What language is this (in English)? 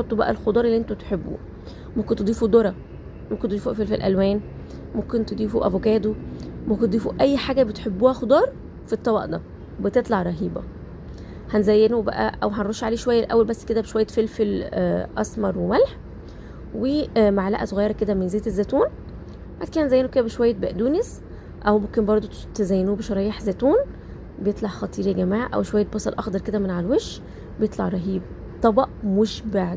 Egyptian Arabic